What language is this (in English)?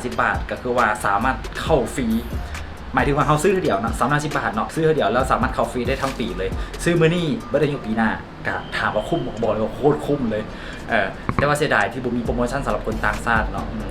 Lao